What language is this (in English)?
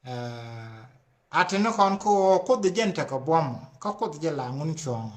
Nuer